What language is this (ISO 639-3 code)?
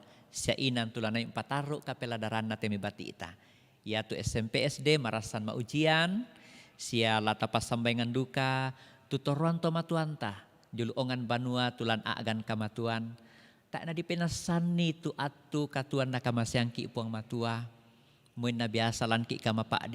sda